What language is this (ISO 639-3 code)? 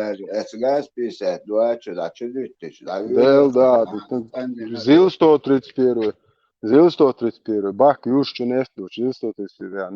che